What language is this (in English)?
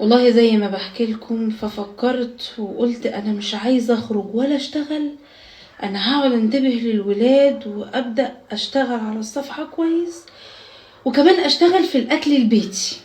Egyptian Arabic